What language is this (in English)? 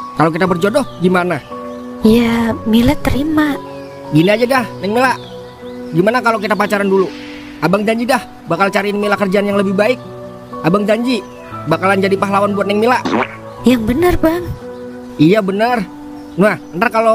Betawi